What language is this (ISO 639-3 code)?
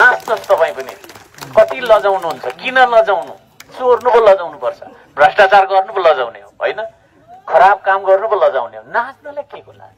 nep